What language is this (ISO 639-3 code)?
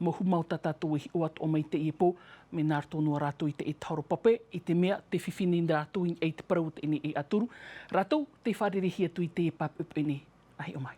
tah